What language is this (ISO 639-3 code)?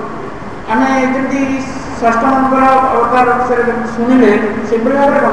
ori